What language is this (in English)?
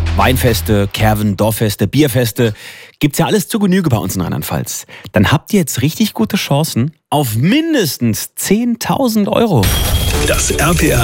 German